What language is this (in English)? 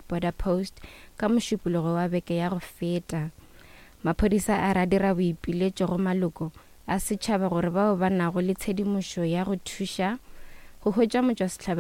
Northern Sotho